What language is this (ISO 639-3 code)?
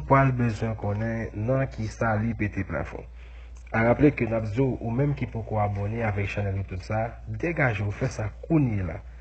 hat